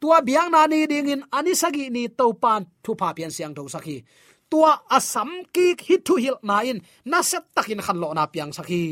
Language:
Tedim Chin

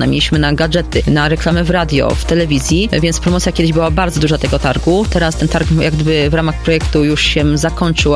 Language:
Polish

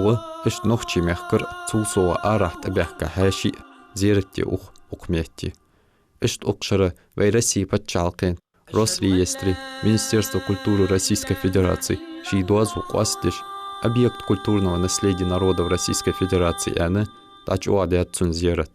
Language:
Ingush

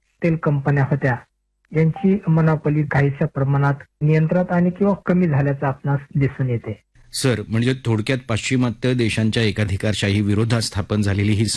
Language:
Marathi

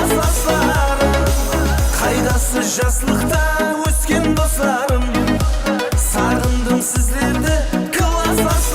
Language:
Kara-Kalpak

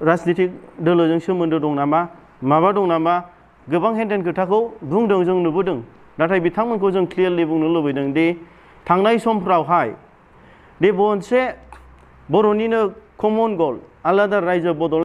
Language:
Bodo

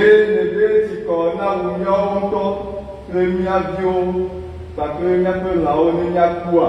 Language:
Ewe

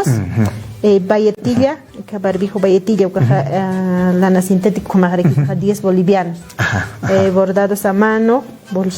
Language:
Aymara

